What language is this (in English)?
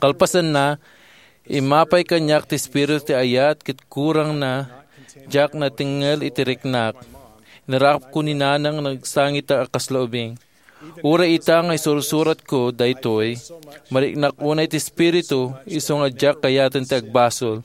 Iloko